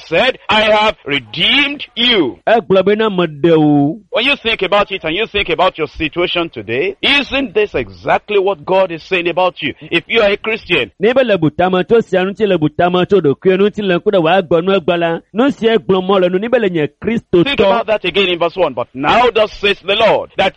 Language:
Ewe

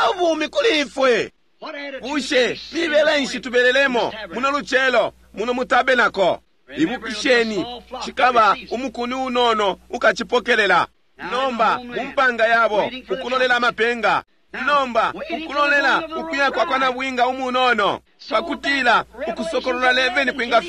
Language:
Bemba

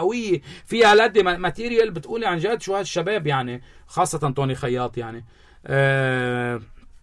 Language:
North Levantine Arabic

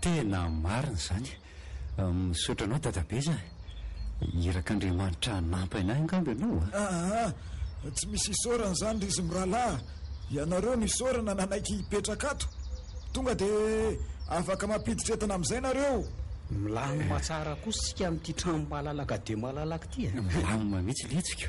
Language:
Malagasy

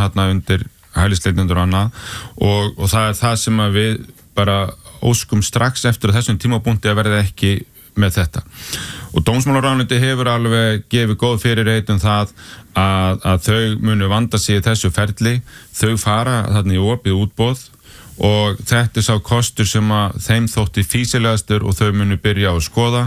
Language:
Icelandic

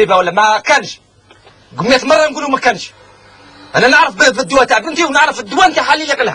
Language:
Algerian Arabic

